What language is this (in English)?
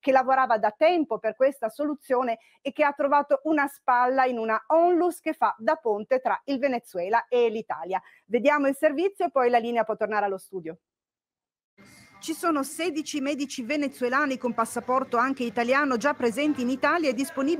Italian